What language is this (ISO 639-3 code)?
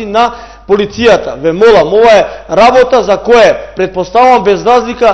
mkd